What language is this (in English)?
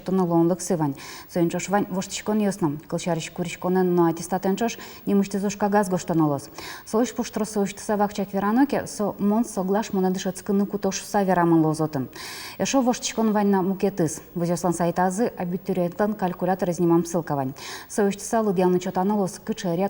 Udmurt